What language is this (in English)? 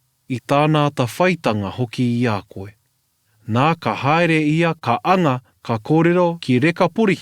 Māori